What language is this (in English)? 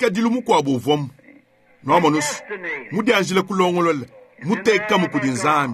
Luba-Lulua